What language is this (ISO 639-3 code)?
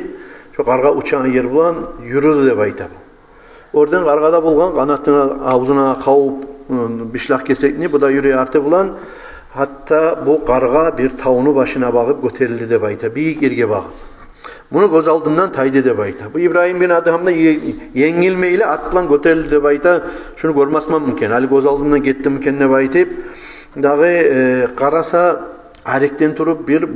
kum